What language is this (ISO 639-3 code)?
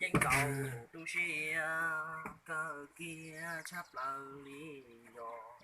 hmn